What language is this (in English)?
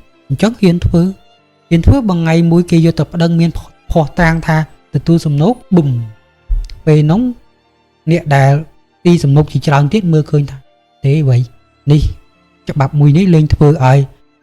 Khmer